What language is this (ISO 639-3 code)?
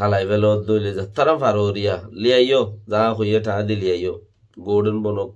rhg